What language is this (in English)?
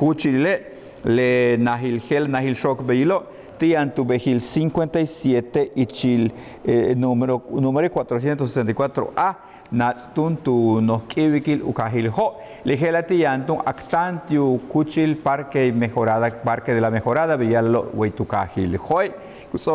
Yucateco